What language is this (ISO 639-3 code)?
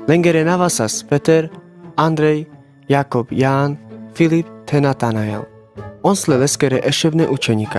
rmc